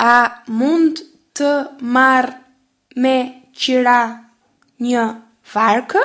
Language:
Albanian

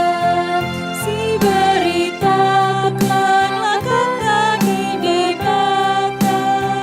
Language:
Batak Karo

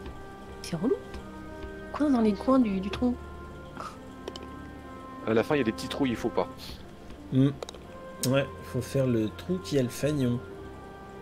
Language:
French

